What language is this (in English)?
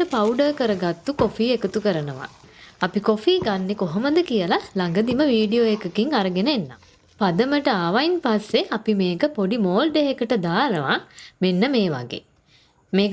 Sinhala